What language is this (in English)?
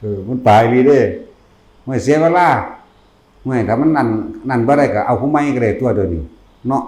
Northeastern Thai